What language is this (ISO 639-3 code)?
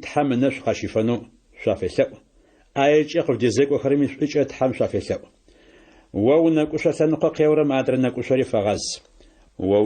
ady